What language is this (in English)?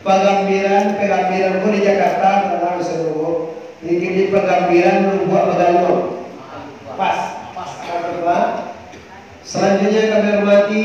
Minangkabau